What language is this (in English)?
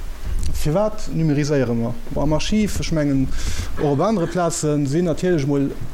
Luxembourgish